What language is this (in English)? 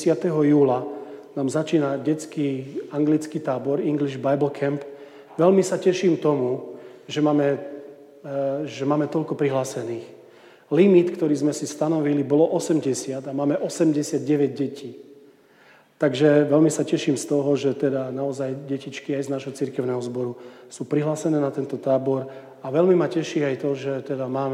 Slovak